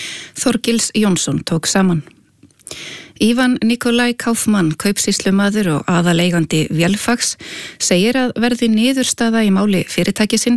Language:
Icelandic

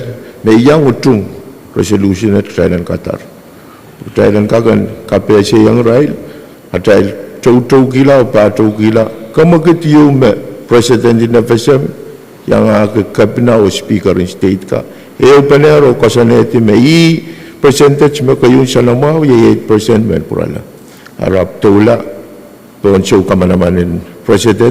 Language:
Pohnpeian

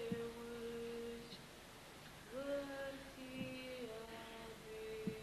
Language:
Adyghe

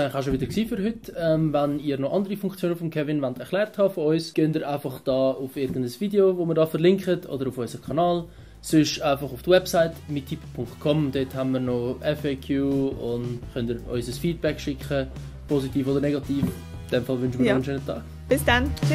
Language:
Swiss German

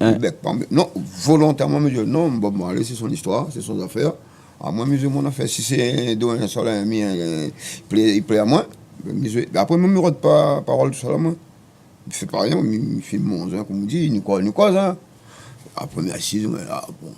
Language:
Réunion Creole French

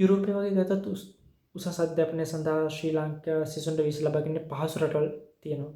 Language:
Sinhala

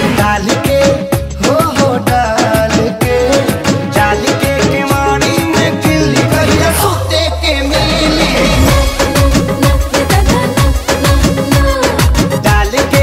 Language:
Bhojpuri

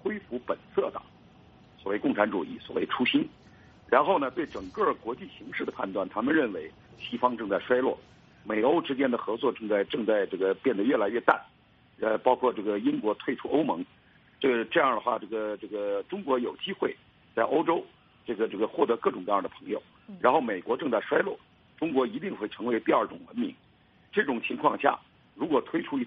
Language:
Chinese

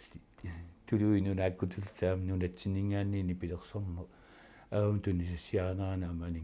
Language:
Kalaallisut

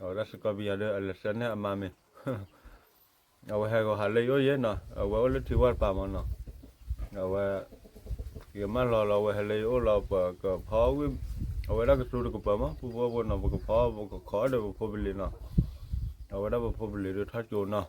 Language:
S'gaw Karen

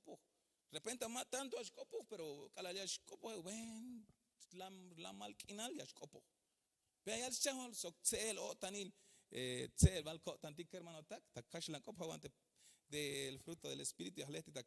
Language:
Tzeltal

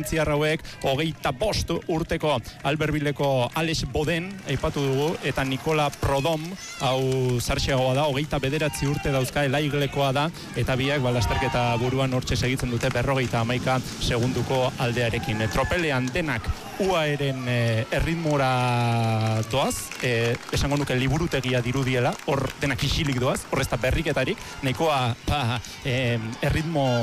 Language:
Basque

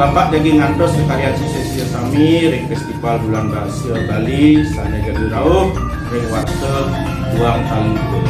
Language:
Balinese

